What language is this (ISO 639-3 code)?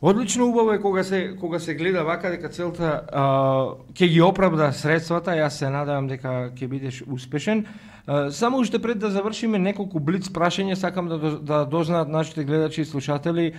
mkd